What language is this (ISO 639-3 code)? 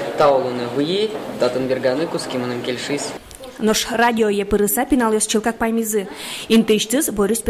udm